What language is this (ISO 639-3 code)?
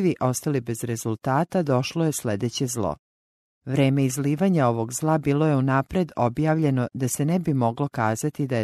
hrv